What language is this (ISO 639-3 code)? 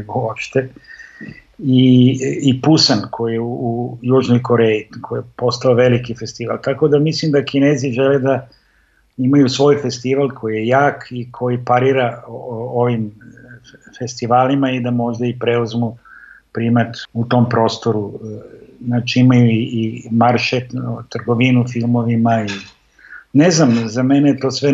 srp